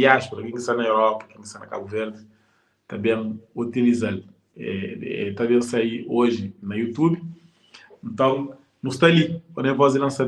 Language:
Kabuverdianu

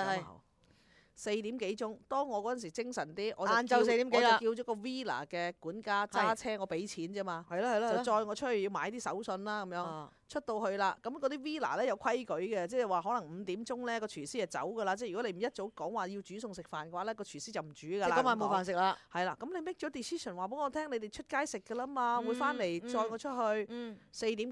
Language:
Cantonese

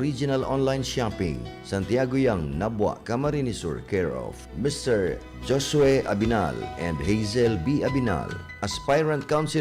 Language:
Bikol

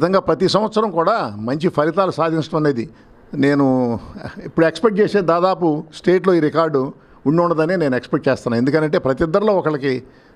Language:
Telugu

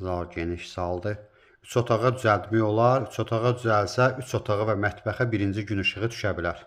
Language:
Azerbaijani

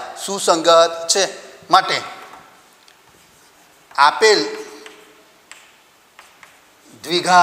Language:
Gujarati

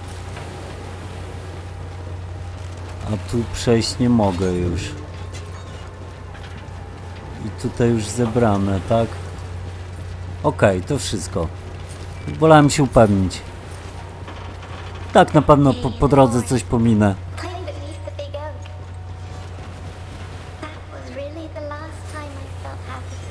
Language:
Polish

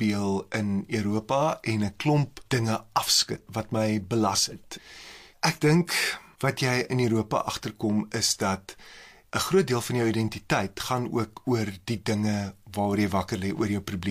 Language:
Afrikaans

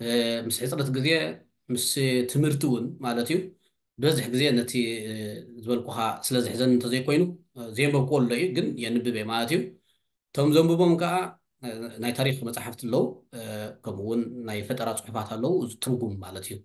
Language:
Tigrinya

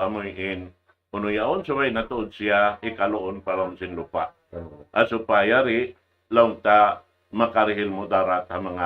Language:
Tausug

